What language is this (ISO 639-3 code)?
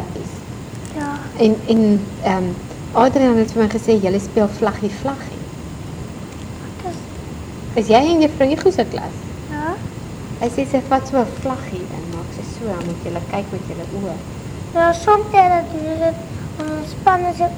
afr